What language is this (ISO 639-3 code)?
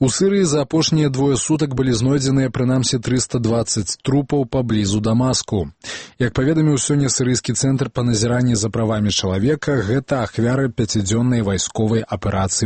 bel